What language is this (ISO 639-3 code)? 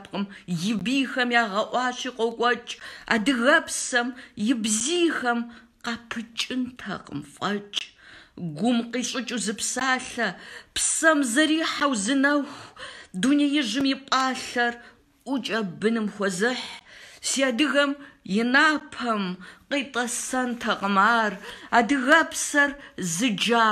kbd